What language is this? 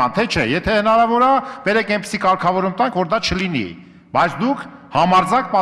Armenian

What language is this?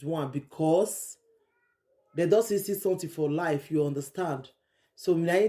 Nigerian Pidgin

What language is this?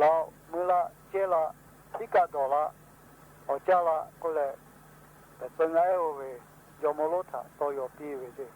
Lahu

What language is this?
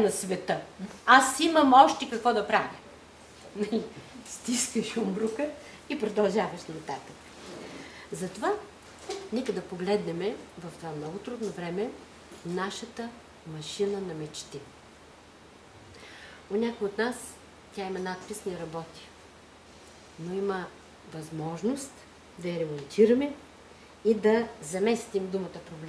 Bulgarian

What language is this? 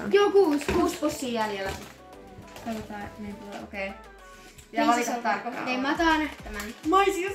Finnish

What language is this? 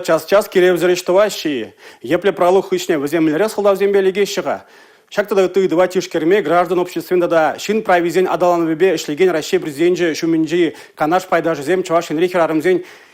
Chuvash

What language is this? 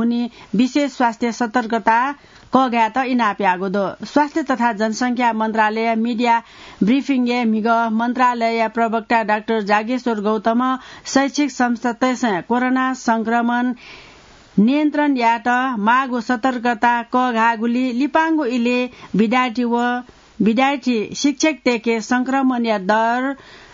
Newari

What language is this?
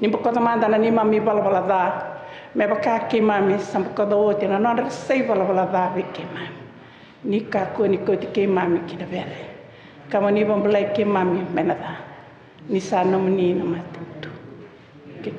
Fijian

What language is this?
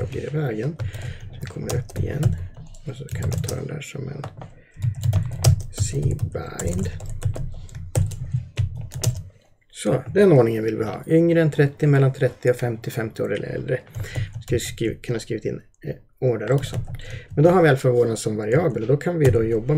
Swedish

